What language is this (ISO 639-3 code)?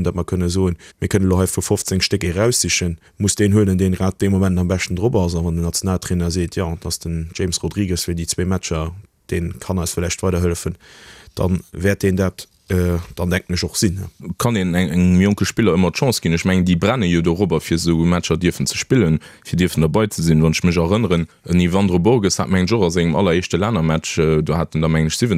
ltz